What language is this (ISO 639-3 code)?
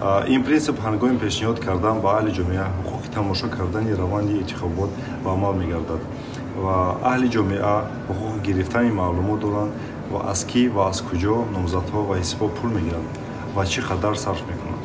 tgk